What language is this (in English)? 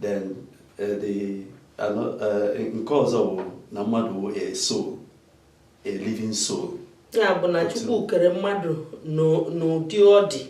Igbo